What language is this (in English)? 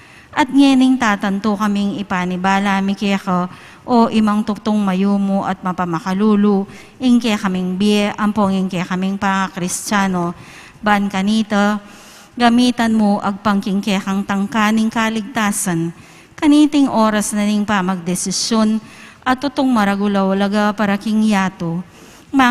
Pampanga